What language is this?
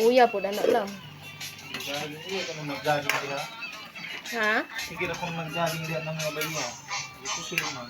Cebuano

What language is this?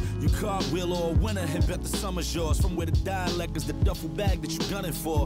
English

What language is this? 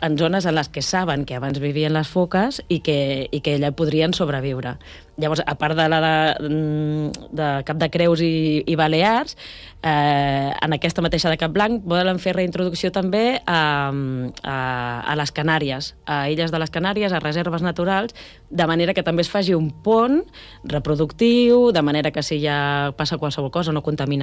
Catalan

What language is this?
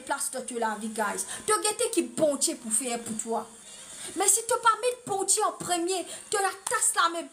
Morisyen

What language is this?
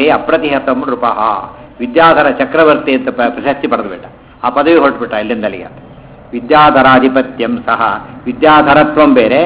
Kannada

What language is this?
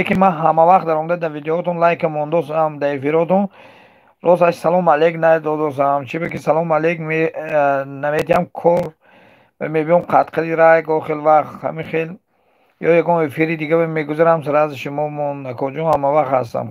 Tajik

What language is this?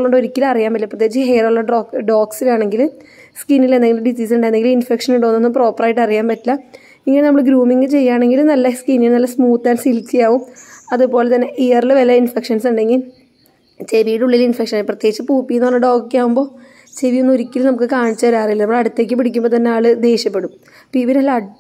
Malayalam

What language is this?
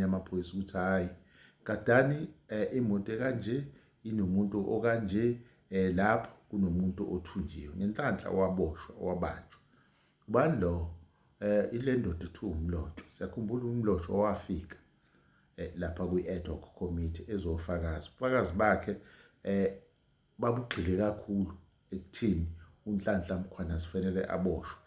Zulu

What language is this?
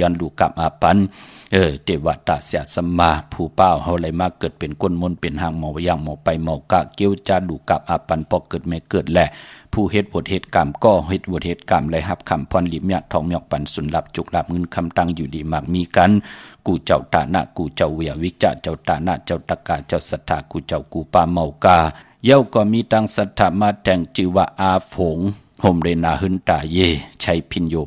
Shan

